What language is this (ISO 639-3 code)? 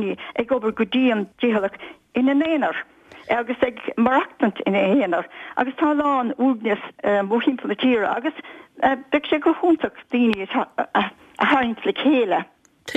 gle